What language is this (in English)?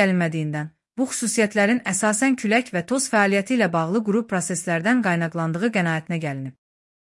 Azerbaijani